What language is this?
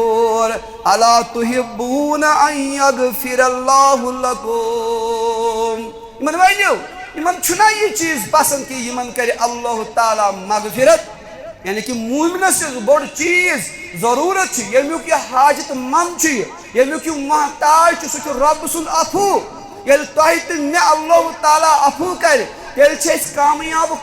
Kashmiri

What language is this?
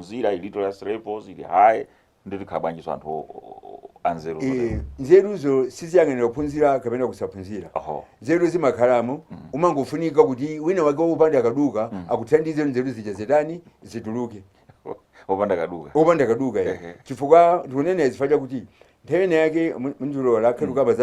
Nyanja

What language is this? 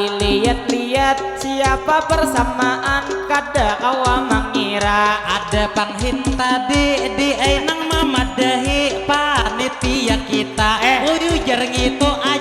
Banjar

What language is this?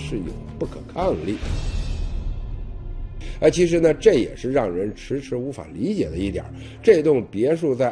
Chinese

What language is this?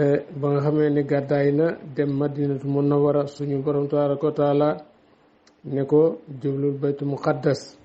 Wolof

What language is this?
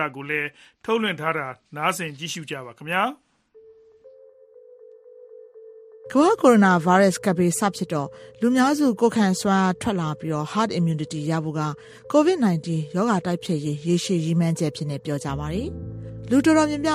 Burmese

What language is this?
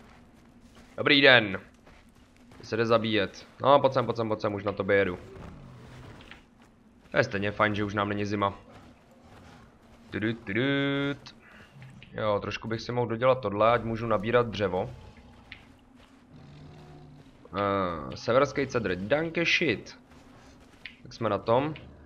Czech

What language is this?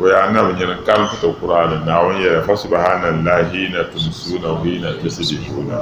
Dagbani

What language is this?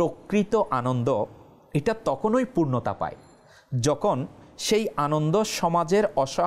Bangla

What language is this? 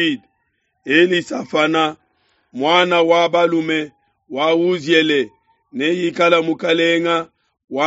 Luba-Lulua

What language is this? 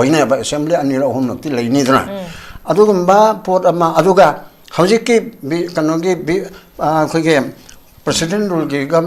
Manipuri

